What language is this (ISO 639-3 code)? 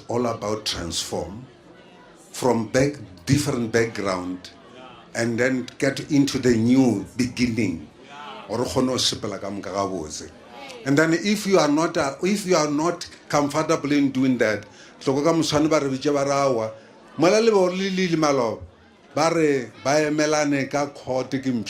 nso